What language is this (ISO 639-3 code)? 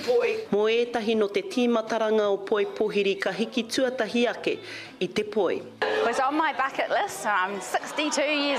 mri